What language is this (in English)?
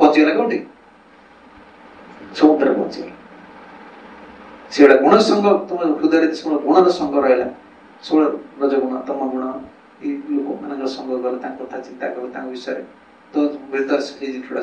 Odia